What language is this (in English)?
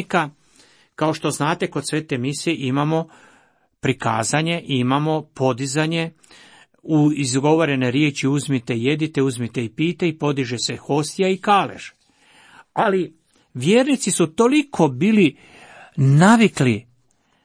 Croatian